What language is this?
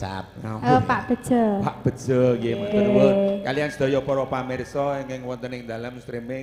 Javanese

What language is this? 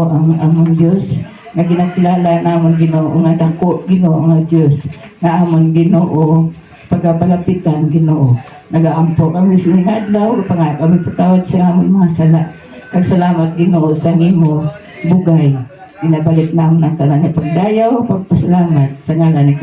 Hiligaynon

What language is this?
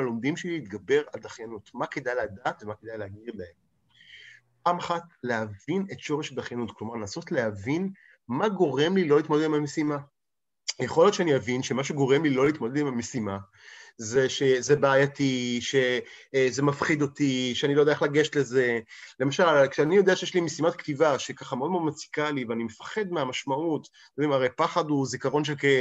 Hebrew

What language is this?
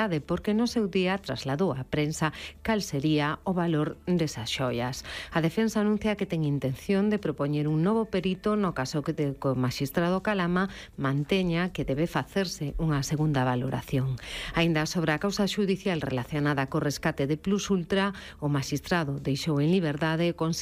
Galician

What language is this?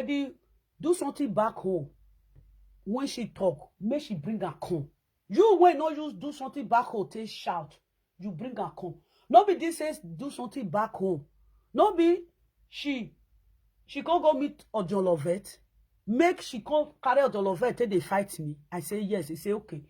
Nigerian Pidgin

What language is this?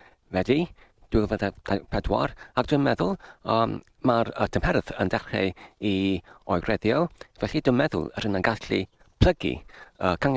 Welsh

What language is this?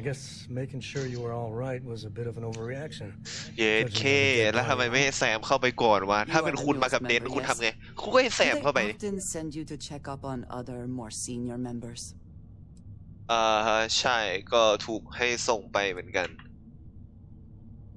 Thai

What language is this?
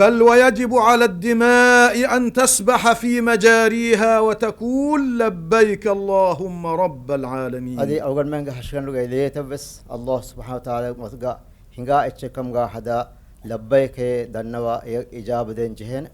Divehi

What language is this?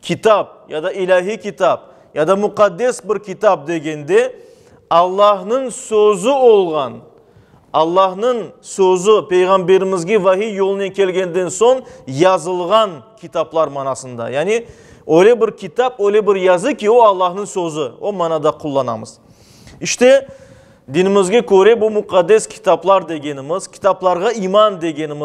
Crimean Tatar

